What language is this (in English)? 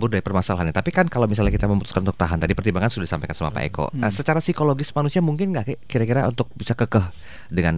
Indonesian